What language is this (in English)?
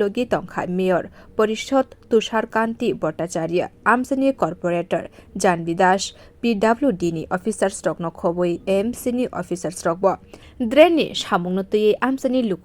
Kok Borok